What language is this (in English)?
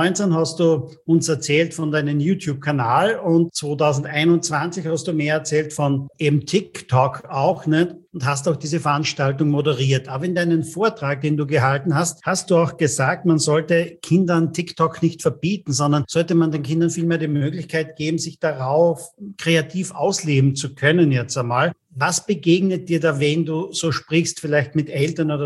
German